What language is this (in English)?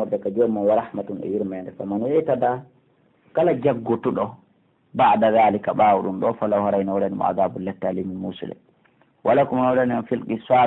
Pular